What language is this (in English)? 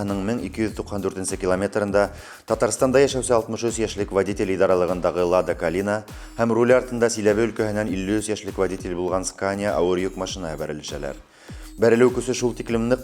Bashkir